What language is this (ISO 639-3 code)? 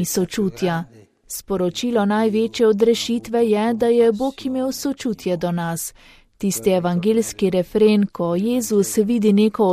slv